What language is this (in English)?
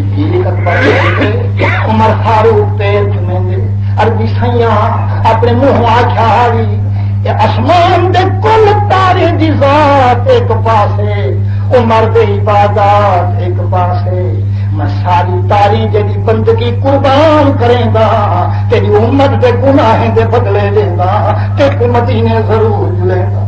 Saraiki